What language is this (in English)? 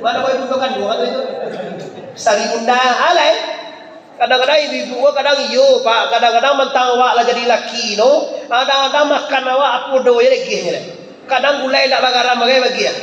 Minangkabau